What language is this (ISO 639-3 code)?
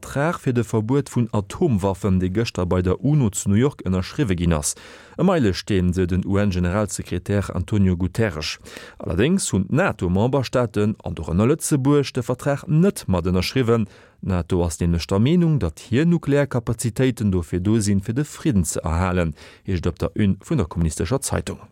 ltz